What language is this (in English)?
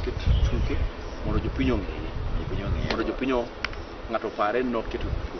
Luo (Kenya and Tanzania)